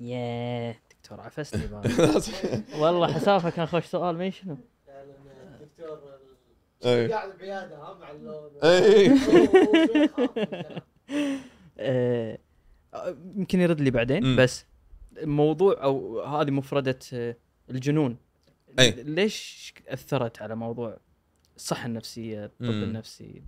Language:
Gulf Arabic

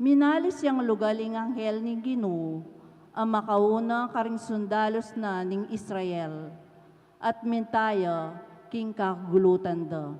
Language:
Pampanga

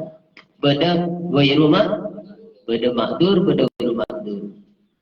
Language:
Madurese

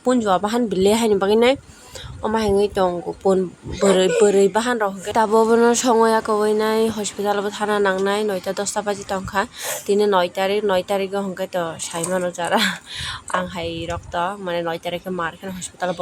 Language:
Kok Borok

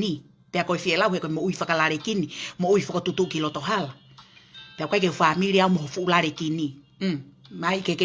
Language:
Tongan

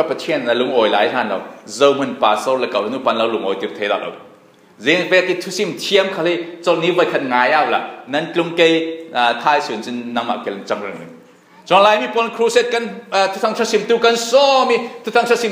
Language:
Falam Chin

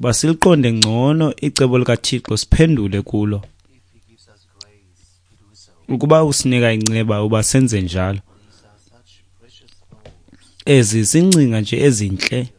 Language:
Xhosa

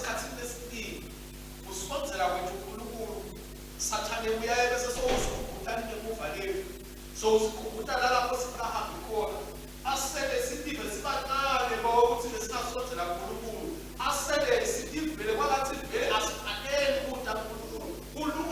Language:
Swati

